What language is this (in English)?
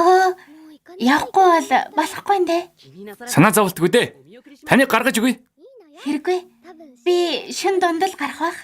Mongolian